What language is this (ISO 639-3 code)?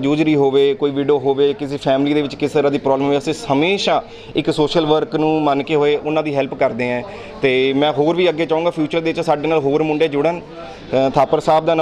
pan